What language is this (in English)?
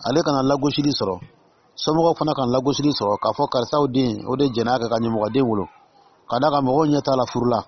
Dyula